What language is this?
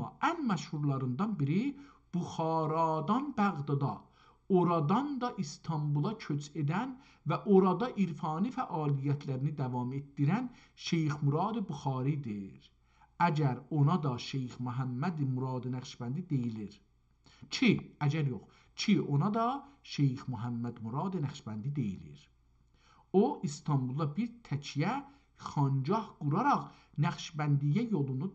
South Azerbaijani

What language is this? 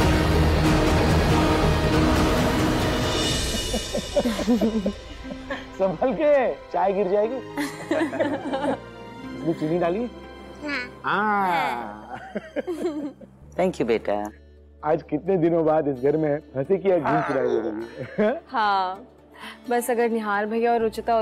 Hindi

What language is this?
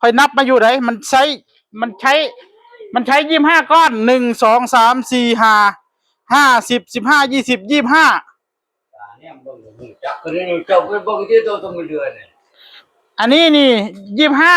Northeastern Thai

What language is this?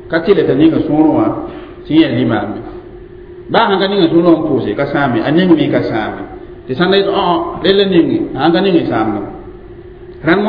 Mossi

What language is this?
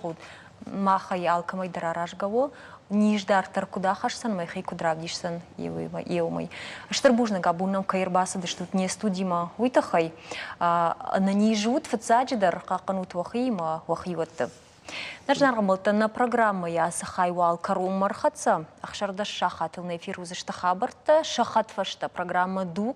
Ossetic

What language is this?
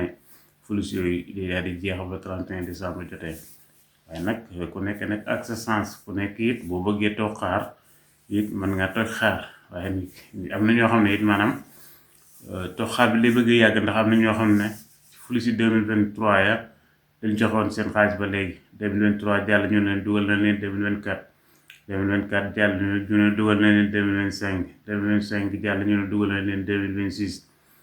Wolof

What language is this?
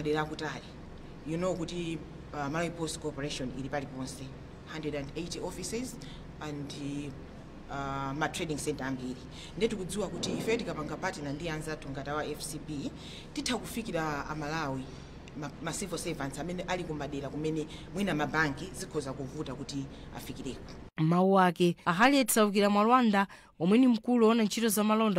Nyanja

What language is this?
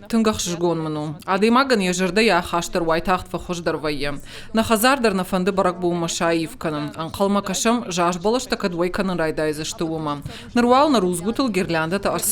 Ossetic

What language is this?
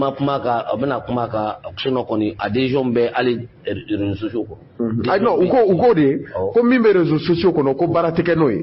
Bambara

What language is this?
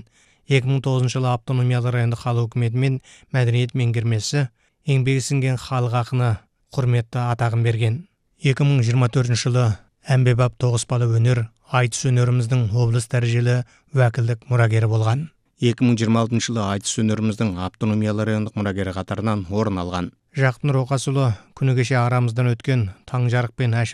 Kazakh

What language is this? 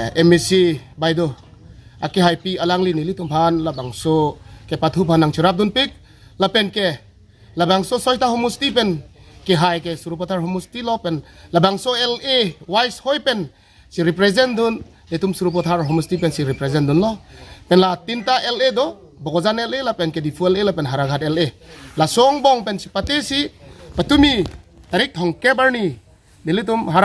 Karbi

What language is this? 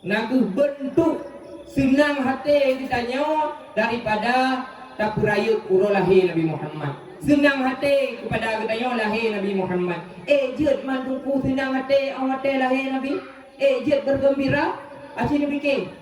Achinese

